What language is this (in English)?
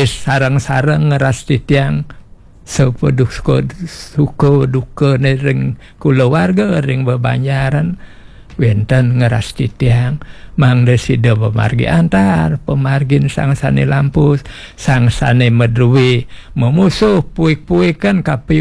Balinese